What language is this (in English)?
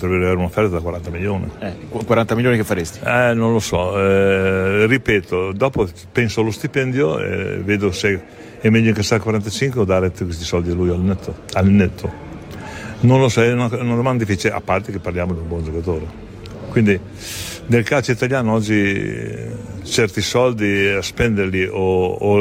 Italian